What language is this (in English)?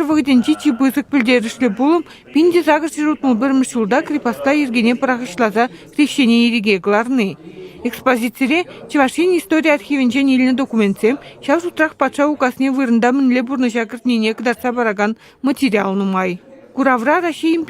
Chuvash